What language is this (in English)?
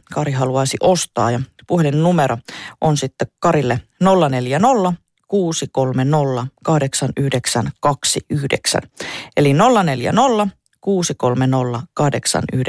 Finnish